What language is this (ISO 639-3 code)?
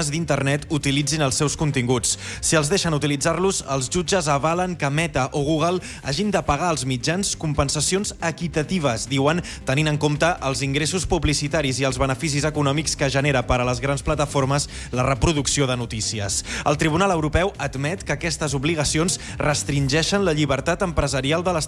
cat